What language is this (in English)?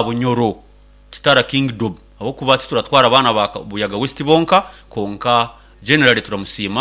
Nyankole